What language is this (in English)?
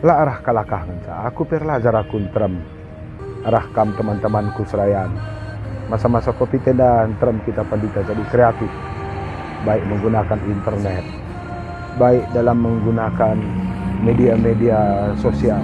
Batak Karo